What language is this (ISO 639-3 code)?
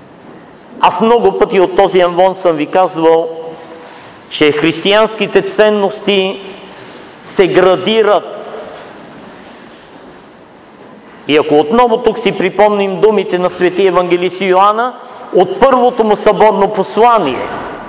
bul